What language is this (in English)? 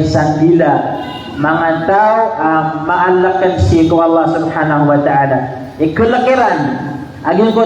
Maranao